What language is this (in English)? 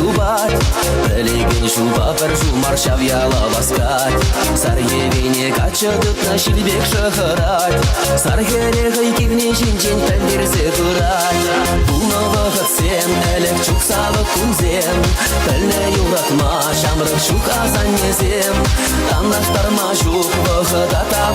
Chuvash